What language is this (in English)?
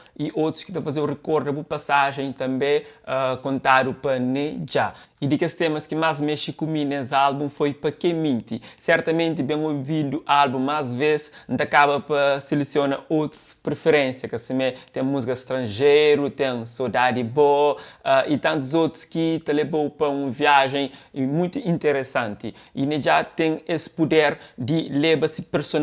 Kabuverdianu